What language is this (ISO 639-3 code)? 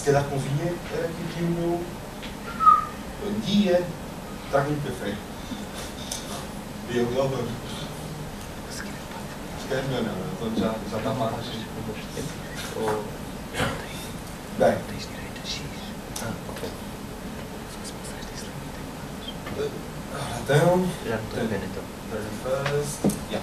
por